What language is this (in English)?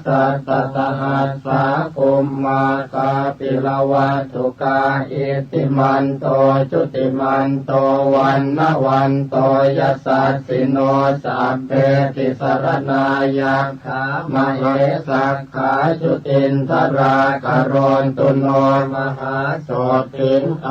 Pali